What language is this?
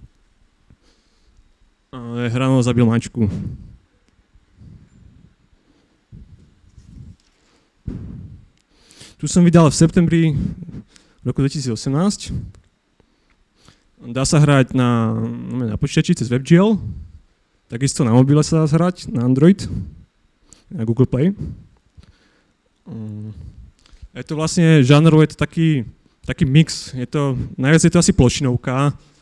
Slovak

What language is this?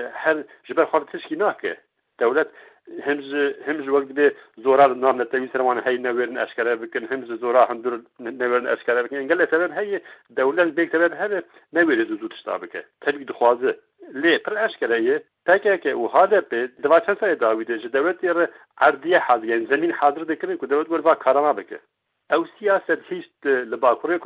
Kurdish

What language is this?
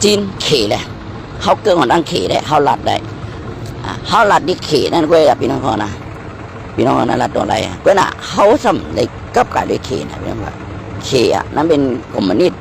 Shan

